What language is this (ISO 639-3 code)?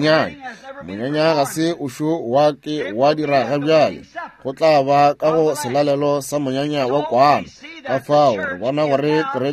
nso